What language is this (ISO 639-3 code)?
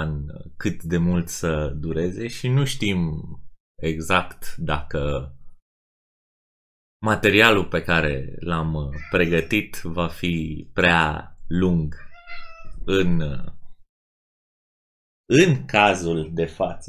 ron